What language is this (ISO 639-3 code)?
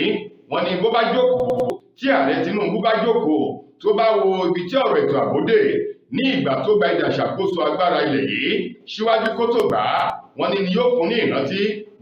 yor